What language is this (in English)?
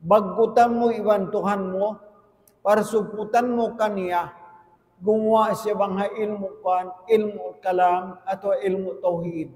Tausug